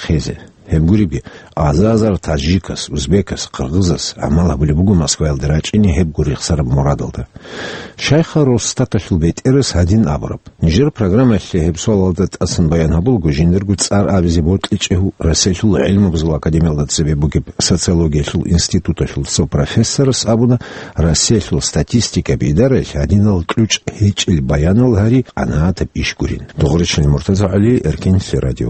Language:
Avaric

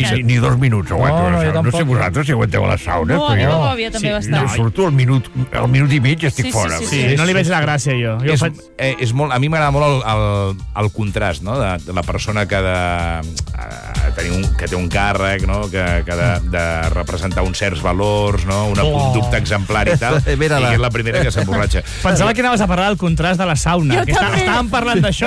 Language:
Catalan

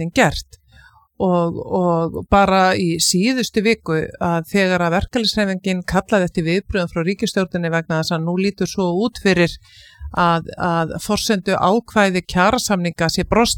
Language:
Icelandic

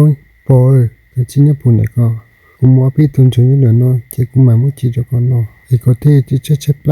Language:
Hmong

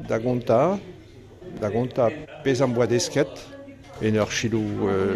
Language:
Breton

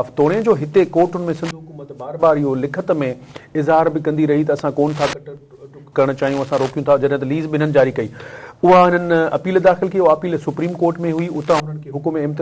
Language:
Sindhi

